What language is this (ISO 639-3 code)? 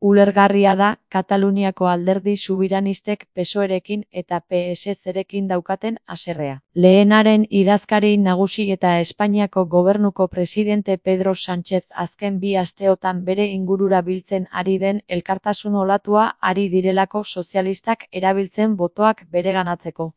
eus